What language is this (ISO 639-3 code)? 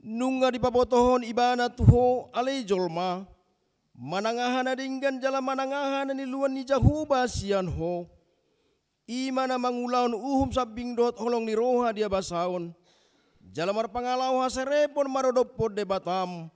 bbc